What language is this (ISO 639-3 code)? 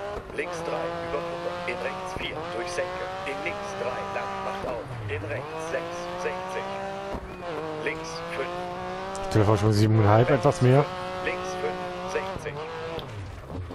deu